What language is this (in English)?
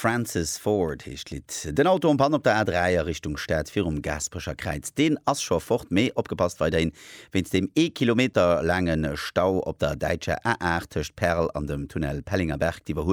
Luxembourgish